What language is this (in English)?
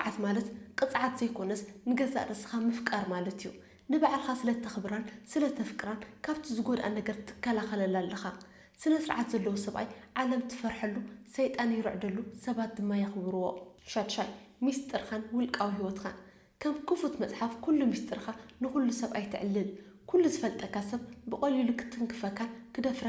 Tigrinya